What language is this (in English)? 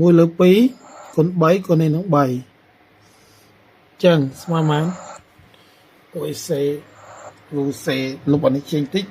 Khmer